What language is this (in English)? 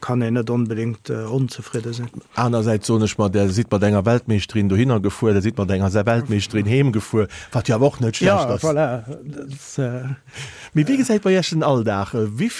Luxembourgish